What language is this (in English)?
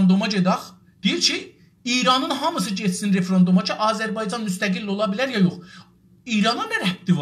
South Azerbaijani